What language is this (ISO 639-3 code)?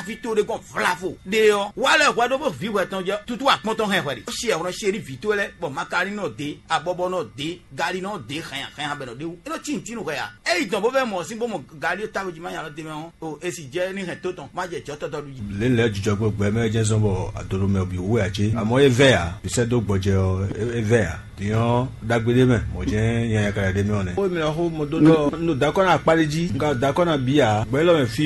fon